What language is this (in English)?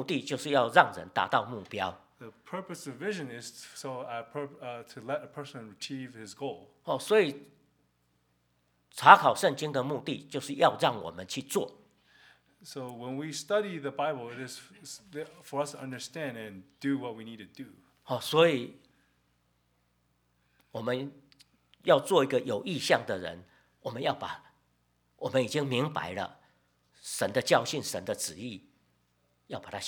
Chinese